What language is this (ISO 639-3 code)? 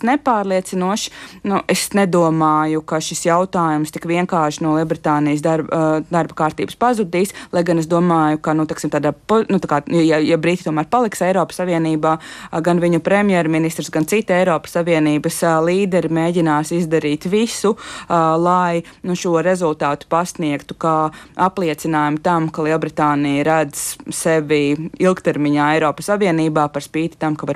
lav